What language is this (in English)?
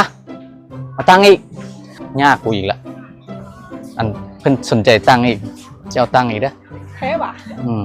Lao